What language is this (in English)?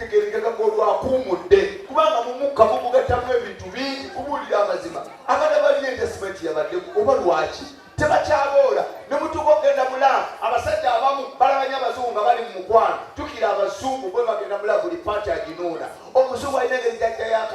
Ganda